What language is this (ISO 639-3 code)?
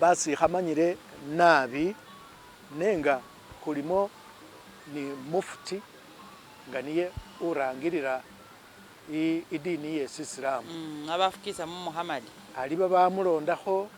myx